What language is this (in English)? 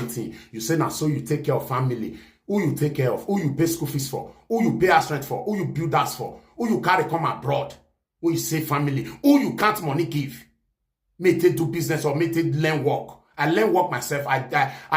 Nigerian Pidgin